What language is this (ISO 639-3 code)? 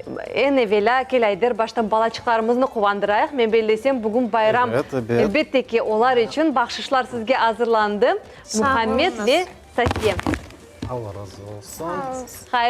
crh